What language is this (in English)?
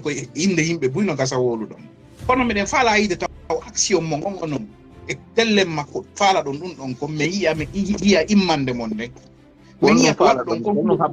Fula